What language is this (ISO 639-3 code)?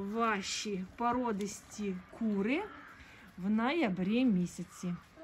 ukr